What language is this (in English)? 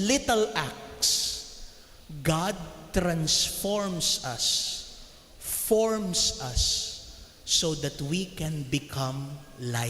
Pampanga